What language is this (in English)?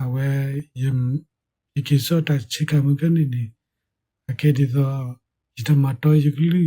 S'gaw Karen